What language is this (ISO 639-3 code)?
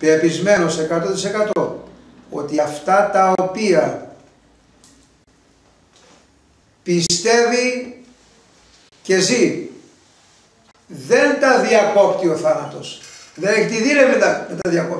ell